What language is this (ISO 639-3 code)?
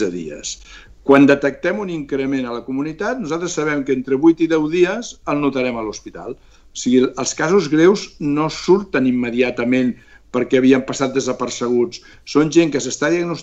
cat